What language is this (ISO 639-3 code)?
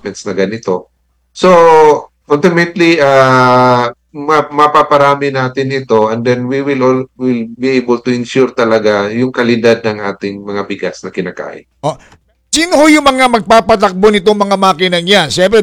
fil